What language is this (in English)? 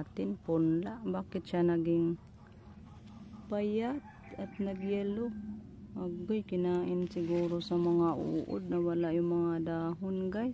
Filipino